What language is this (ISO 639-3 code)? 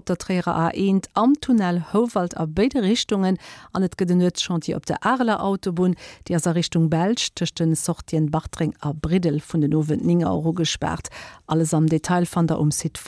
ltz